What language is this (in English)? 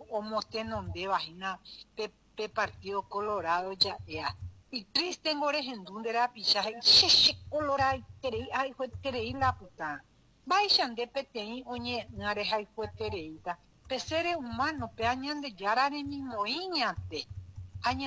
Guarani